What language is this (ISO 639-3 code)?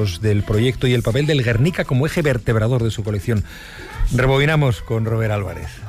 spa